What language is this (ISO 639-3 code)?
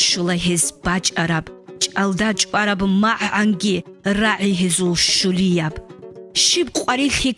ava